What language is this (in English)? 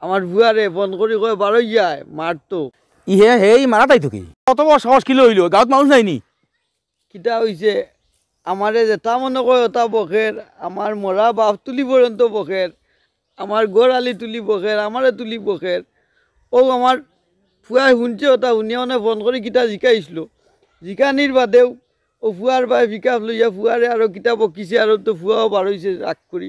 Sylheti